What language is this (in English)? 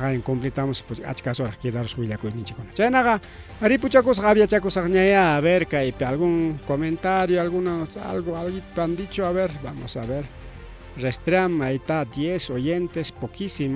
Ayacucho Quechua